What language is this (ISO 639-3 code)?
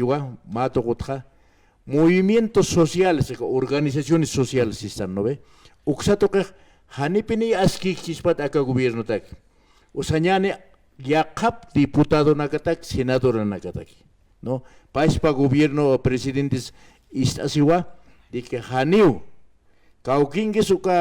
aym